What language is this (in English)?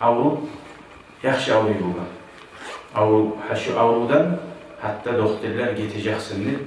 Kumyk